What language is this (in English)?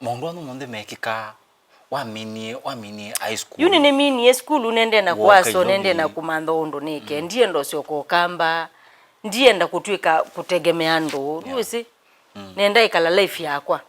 Kamba